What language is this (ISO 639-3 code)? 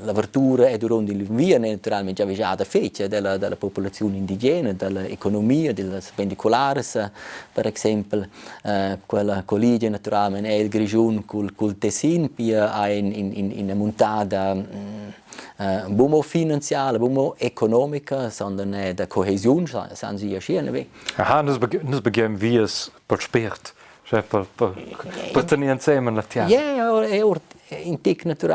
roh